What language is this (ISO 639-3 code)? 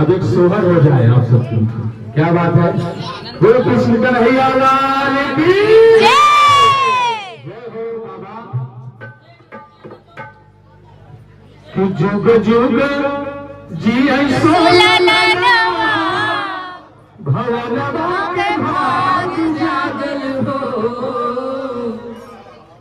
bho